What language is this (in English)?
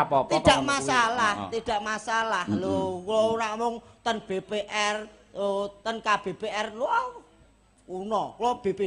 Javanese